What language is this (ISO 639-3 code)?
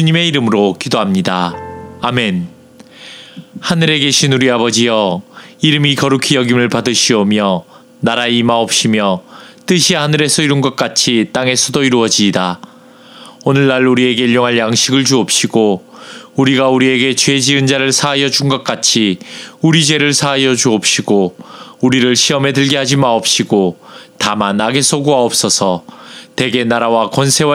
kor